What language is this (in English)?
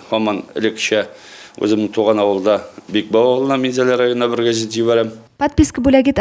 Tatar